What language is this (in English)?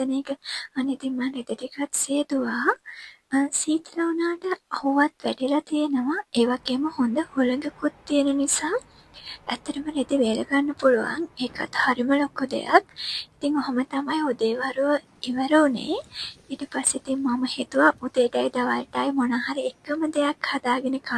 Sinhala